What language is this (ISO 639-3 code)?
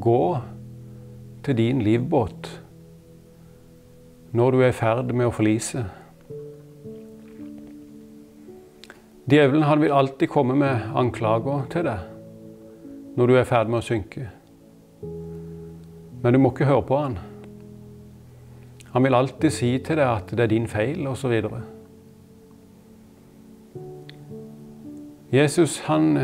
nor